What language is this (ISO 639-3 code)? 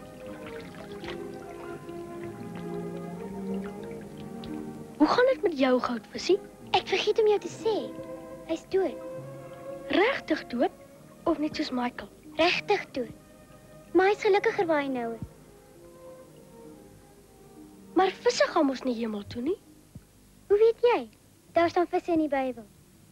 afr